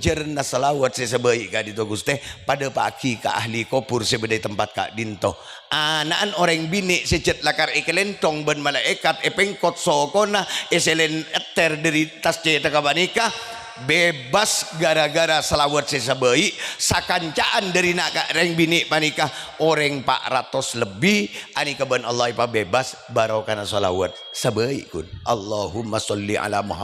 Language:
Madurese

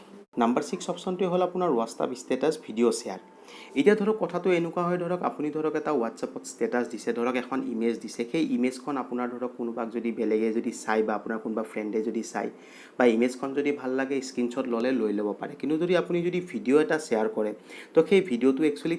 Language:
Assamese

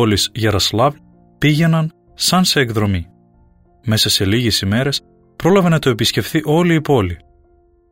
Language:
Greek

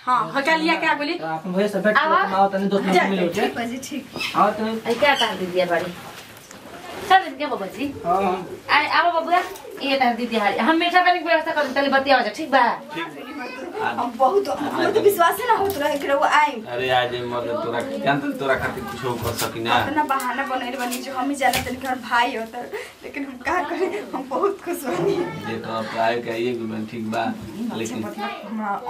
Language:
Bhojpuri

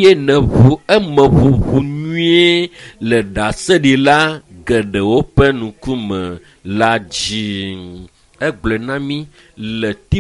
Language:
Ewe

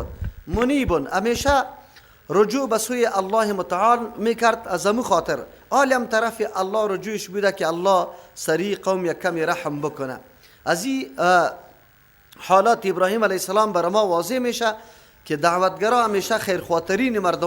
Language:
Persian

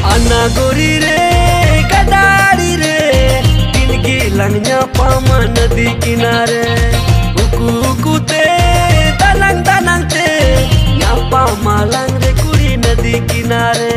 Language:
Santali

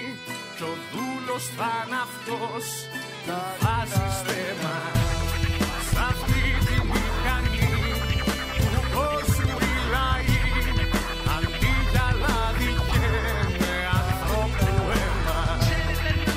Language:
Greek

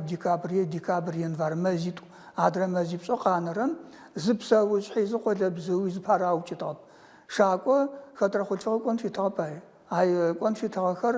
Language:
Adyghe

